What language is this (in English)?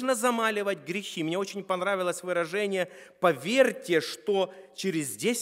Russian